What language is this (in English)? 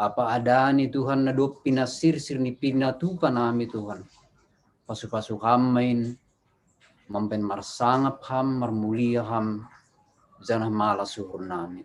Batak Simalungun